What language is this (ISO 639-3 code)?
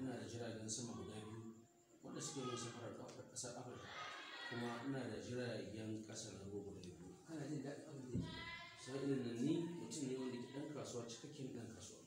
hau